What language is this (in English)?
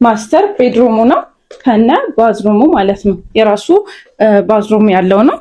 Amharic